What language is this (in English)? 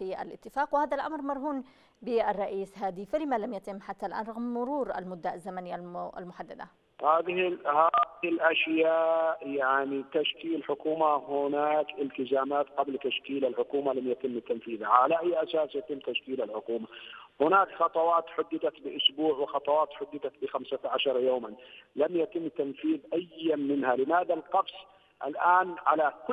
Arabic